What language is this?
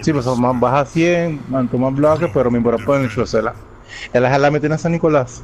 Papiamento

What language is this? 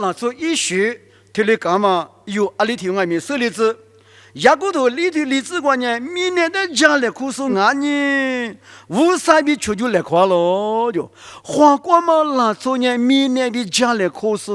Lisu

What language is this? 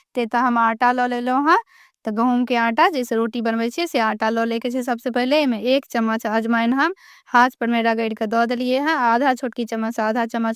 Maithili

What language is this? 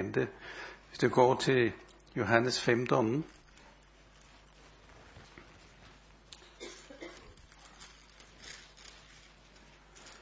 Danish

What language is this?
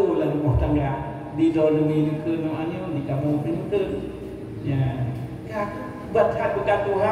Achinese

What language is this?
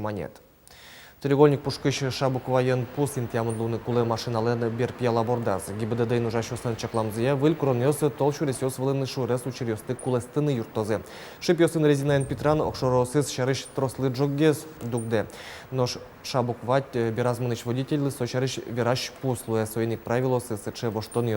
Udmurt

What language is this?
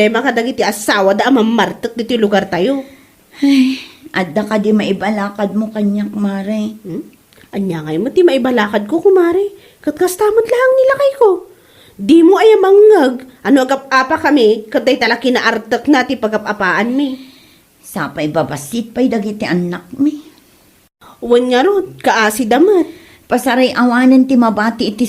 Iloko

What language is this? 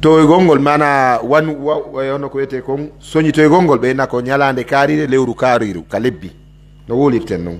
Pular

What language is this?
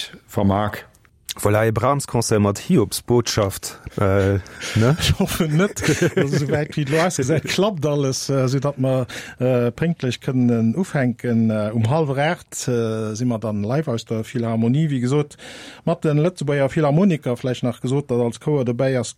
Luxembourgish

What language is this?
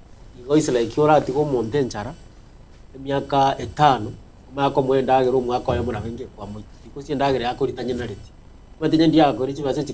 Gusii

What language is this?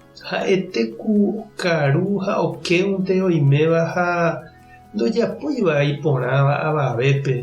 Guarani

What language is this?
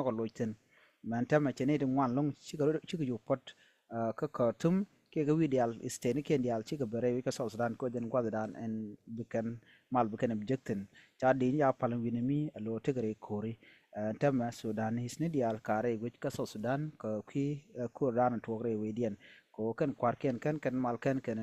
Nuer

